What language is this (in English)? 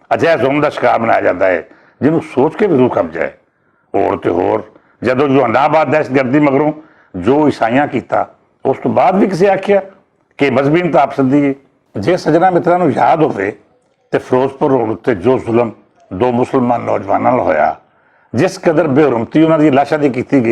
Western Panjabi